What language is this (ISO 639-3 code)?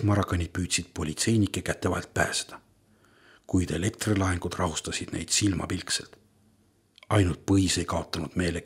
est